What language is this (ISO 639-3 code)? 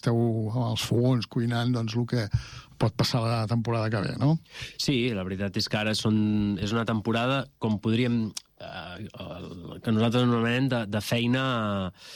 cat